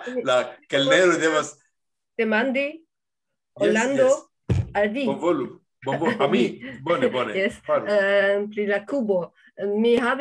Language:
Esperanto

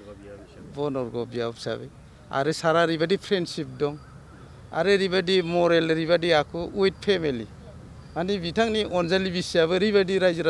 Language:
Bodo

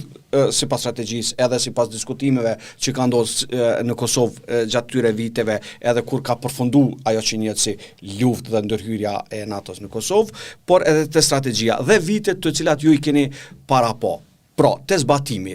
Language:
Albanian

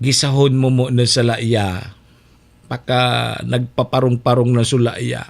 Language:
Bikol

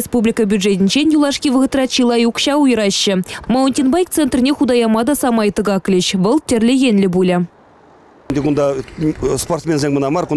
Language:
Chuvash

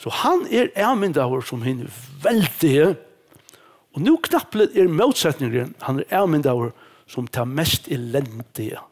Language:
Faroese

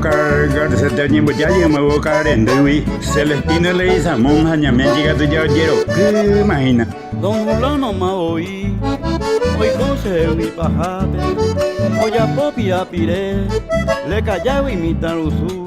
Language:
Guarani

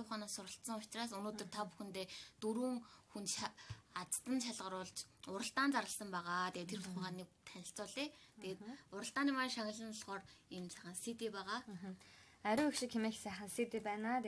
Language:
Mongolian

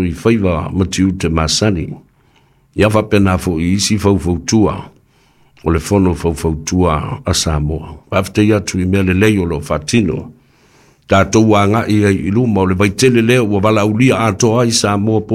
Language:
Samoan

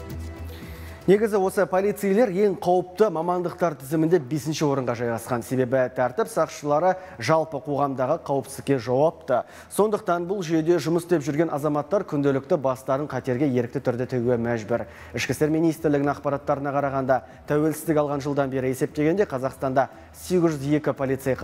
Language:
Kazakh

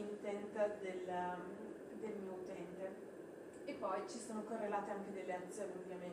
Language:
Italian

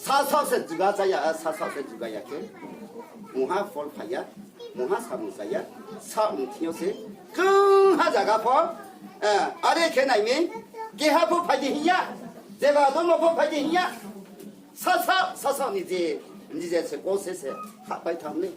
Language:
Riang (India)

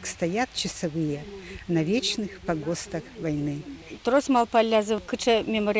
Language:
Udmurt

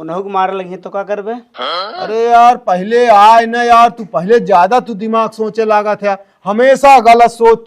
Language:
Awadhi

